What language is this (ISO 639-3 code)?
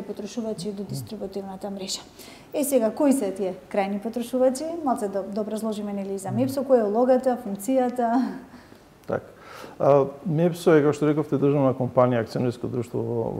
mkd